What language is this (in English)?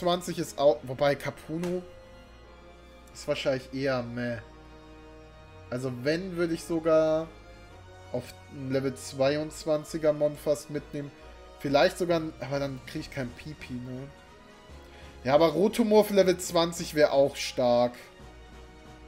German